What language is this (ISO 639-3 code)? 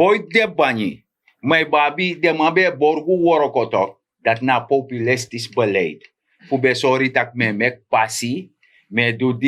srn